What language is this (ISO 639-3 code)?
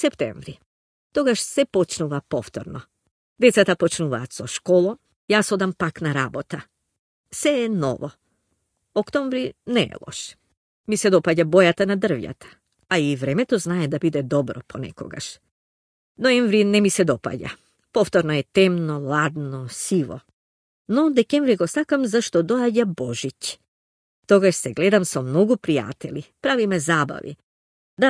mkd